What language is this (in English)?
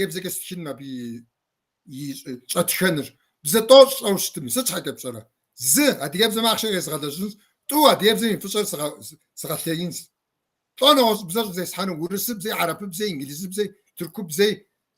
Kabardian